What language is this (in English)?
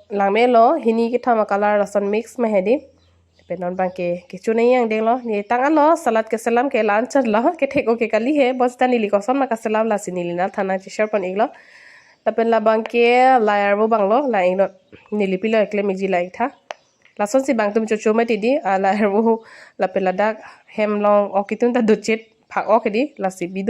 Karbi